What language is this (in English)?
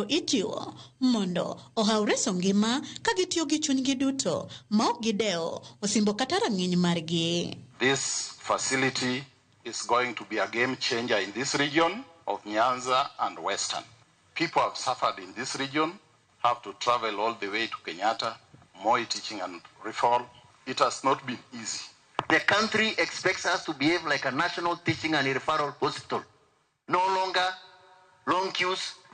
Luo (Kenya and Tanzania)